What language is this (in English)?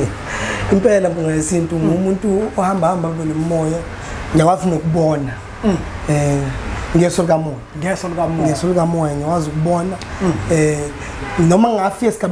Zulu